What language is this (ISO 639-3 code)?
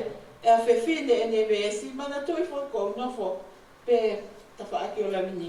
ton